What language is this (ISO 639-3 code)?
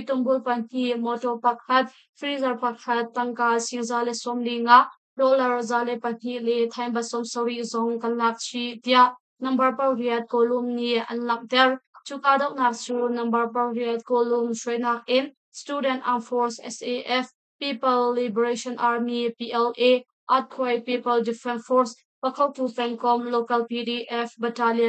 cnh